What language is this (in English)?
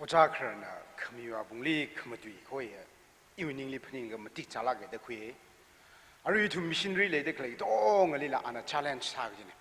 Tangkhul Naga (India)